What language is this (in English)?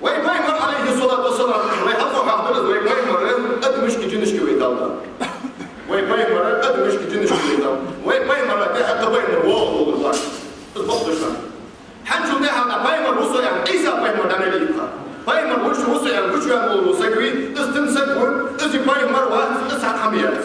Ingush